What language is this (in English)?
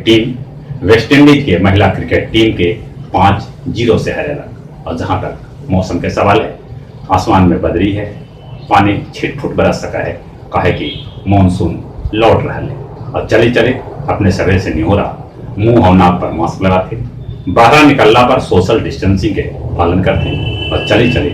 Magahi